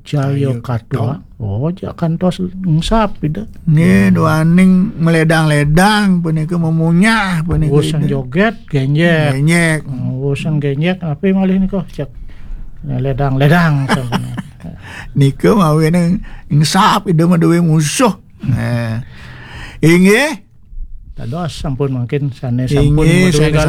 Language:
Balinese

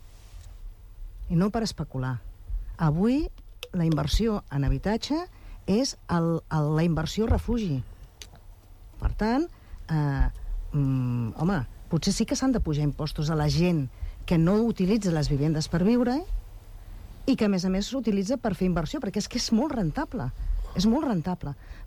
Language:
Catalan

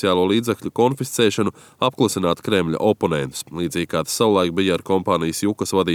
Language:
Latvian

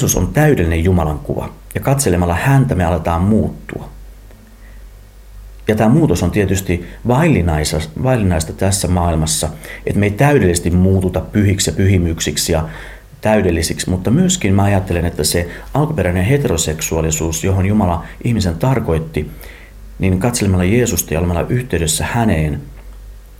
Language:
Finnish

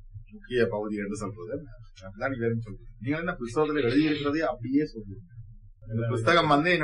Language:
Tamil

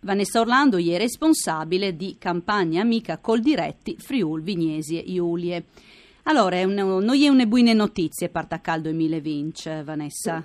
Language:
Friulian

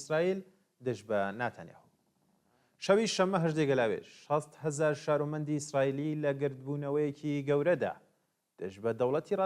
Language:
Central Kurdish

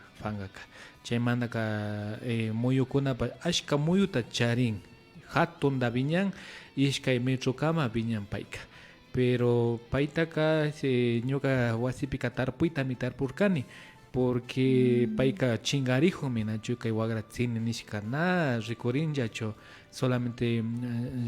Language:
Imbabura Highland Quichua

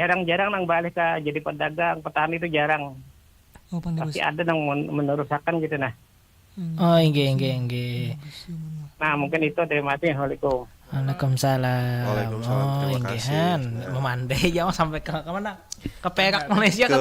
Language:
Banjar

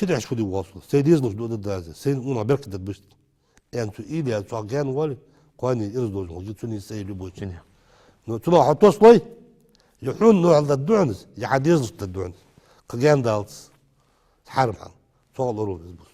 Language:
Ingush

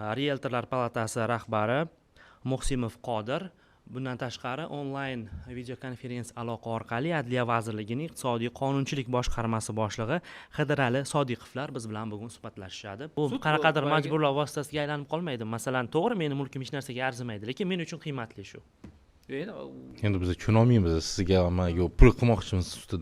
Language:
Uzbek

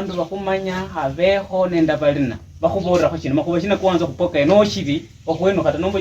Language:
Luyia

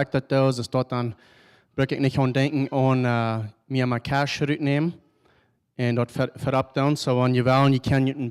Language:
Plautdietsch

